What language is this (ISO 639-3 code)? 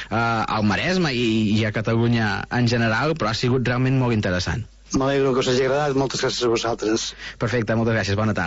cat